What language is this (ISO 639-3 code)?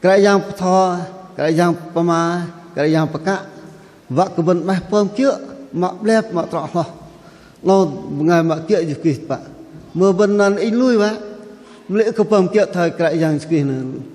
bdq